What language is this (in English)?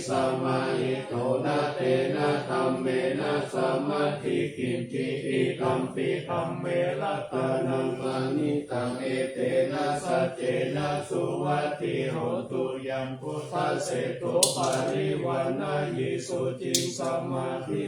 Pali